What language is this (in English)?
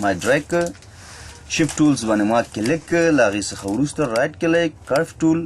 Pashto